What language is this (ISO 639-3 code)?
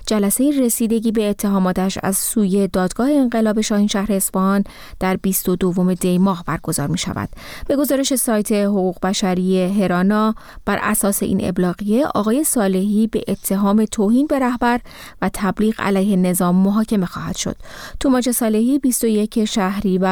fas